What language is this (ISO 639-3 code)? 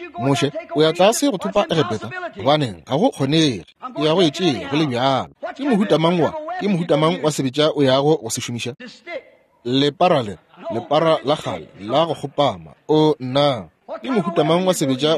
nso